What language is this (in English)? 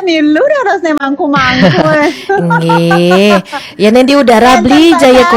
Balinese